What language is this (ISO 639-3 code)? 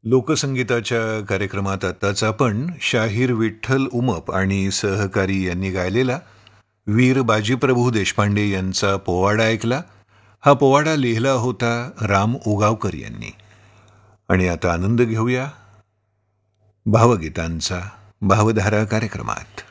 mar